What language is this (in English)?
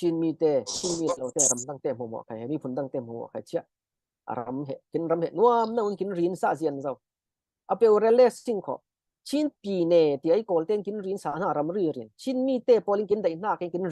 Falam Chin